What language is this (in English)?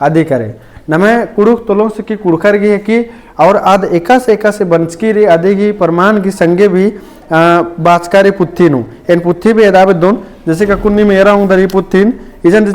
Kurukh